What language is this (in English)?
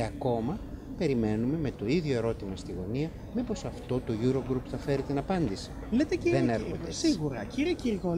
Greek